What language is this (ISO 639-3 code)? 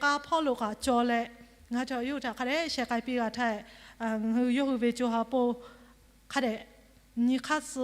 lhu